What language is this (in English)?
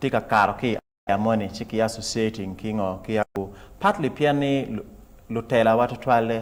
Acoli